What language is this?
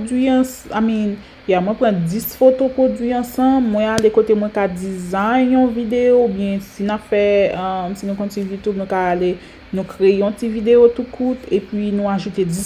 Haitian Creole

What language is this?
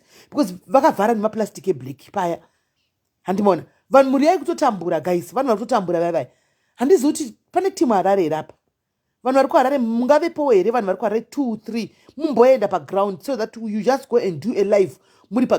Shona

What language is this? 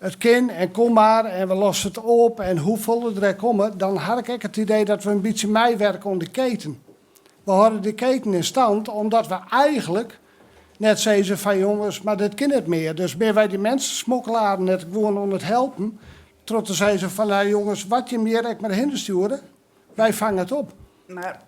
Western Frisian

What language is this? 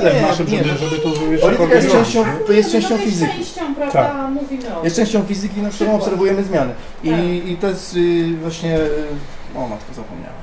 Polish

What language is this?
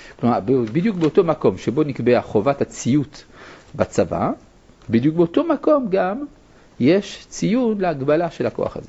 Hebrew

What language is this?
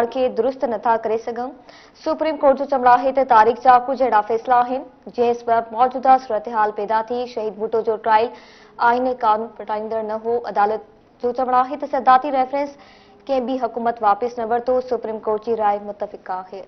Sindhi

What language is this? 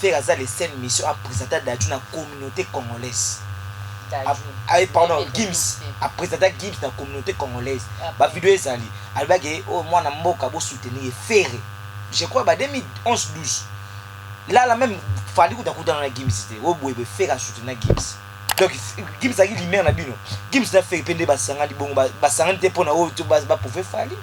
Lingala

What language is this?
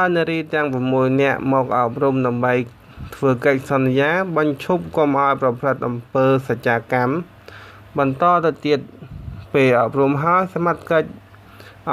Khmer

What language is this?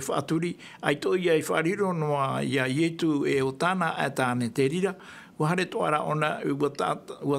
Tahitian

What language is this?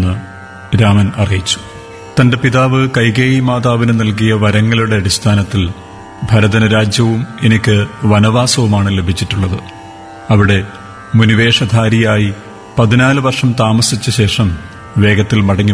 Malayalam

